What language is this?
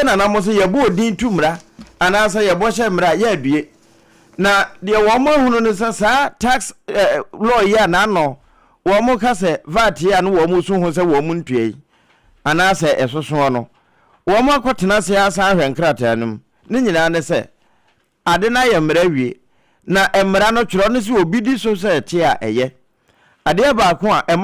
Akan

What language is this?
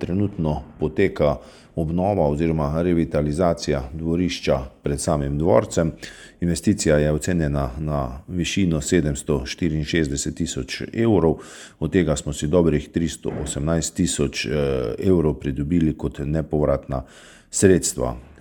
Slovenian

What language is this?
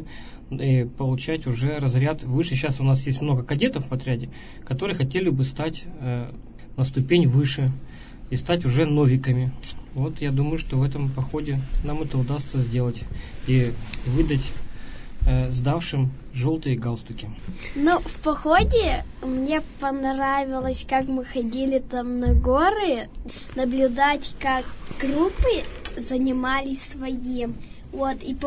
Russian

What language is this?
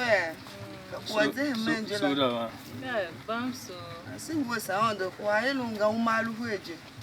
Tiv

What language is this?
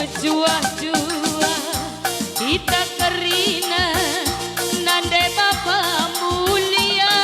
Batak Karo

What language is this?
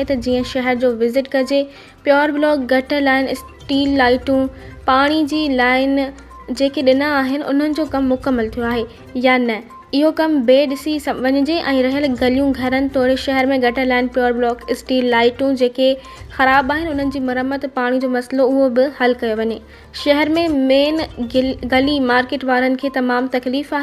Sindhi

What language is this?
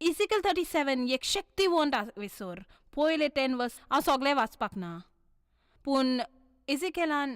Konkani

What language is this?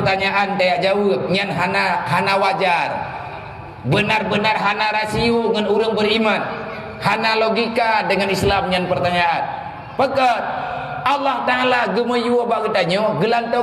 Achinese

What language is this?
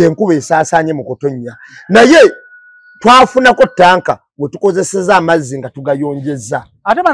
Ganda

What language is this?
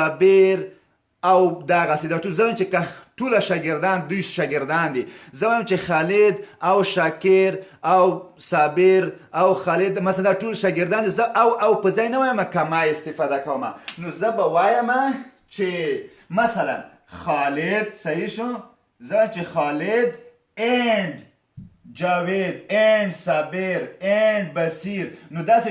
Pashto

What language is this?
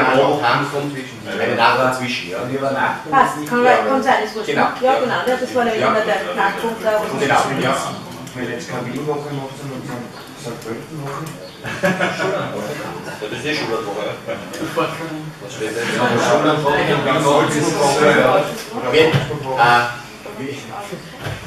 German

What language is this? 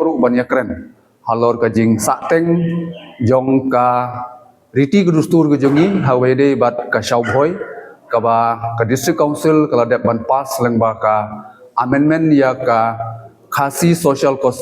Khasi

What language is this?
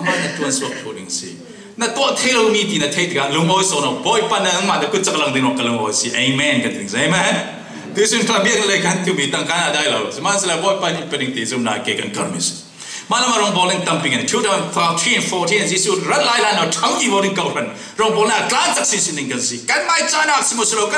Falam Chin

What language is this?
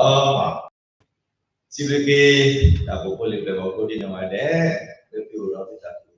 S'gaw Karen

